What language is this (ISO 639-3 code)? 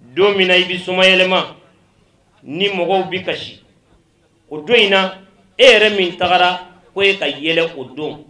bam